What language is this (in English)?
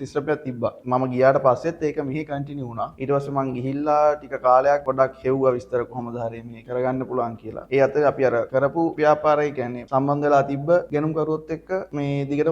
Sinhala